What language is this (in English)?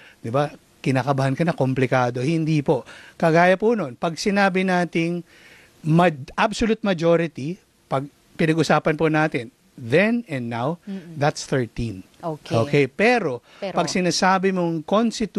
Filipino